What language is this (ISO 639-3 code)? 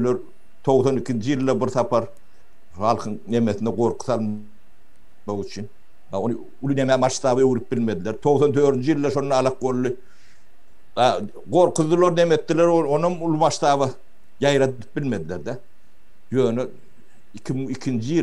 tuk